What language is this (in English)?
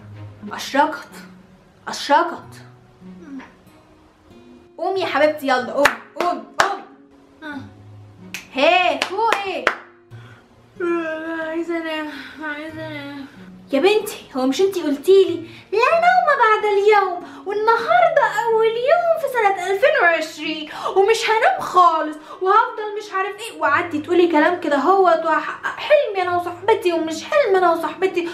Egyptian Arabic